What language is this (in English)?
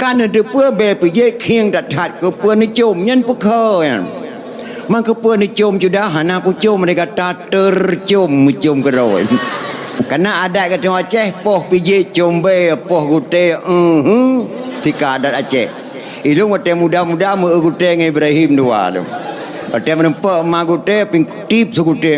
Achinese